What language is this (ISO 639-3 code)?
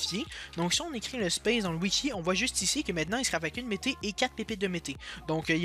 fra